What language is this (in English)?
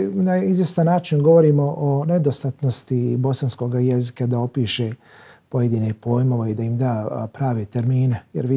Bosnian